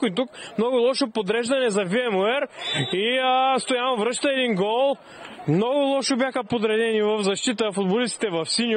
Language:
Bulgarian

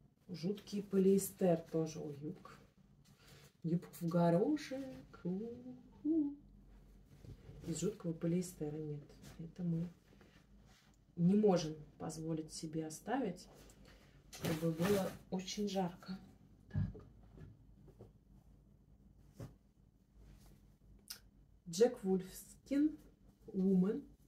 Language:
Russian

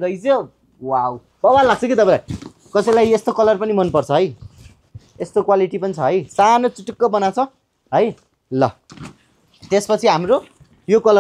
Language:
Nepali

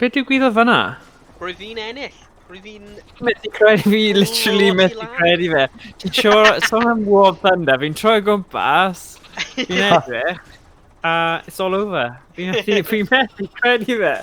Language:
Welsh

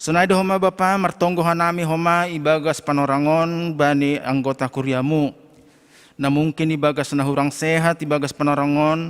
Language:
Batak Simalungun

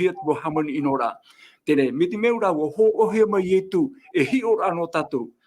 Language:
Tahitian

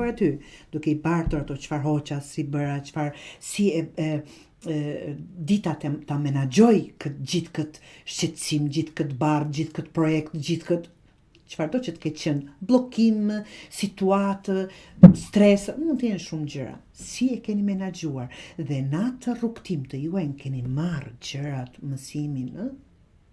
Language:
Albanian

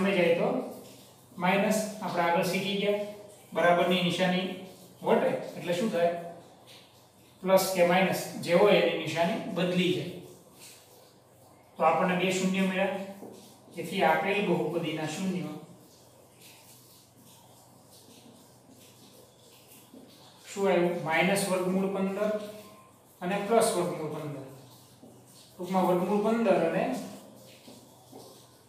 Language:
Gujarati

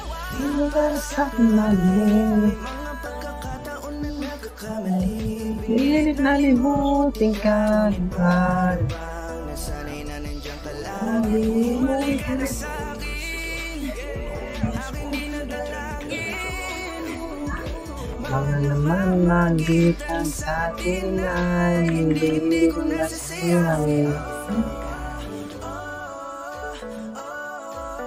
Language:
Filipino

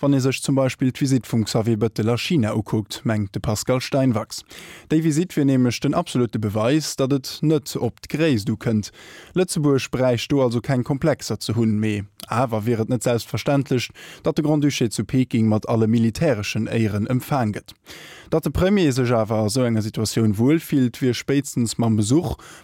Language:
Luxembourgish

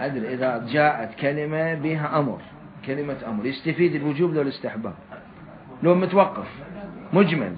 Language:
Mesopotamian Arabic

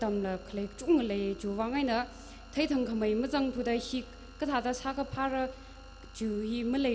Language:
Tangkhul Naga (India)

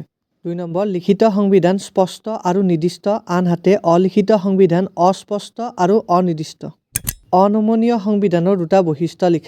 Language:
Assamese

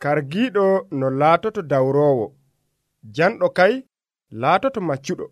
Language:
Nigerian Fulfulde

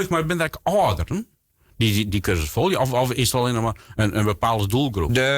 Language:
Western Frisian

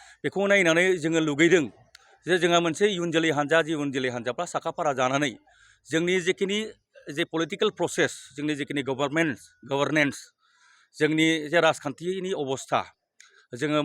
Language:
Bodo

